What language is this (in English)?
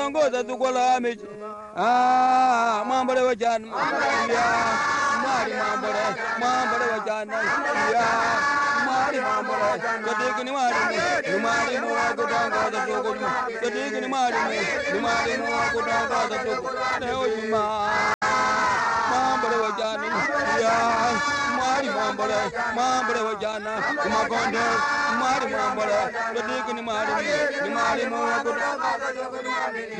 Swahili